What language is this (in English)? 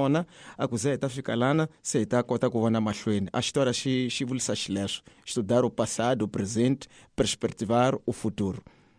Tsonga